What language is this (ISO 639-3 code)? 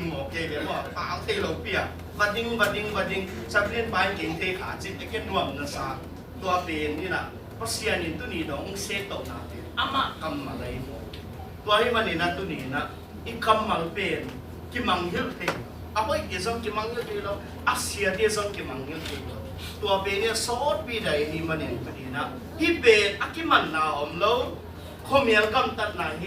ctd